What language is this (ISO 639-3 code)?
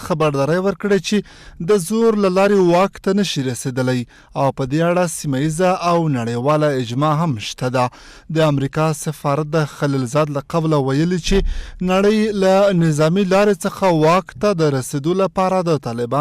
pus